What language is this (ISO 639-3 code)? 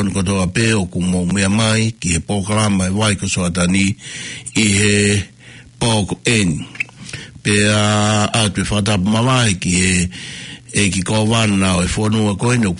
ton